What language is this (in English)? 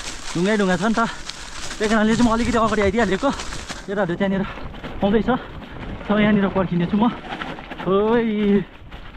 Nepali